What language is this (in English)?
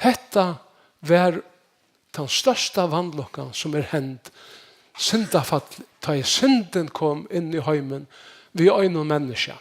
Faroese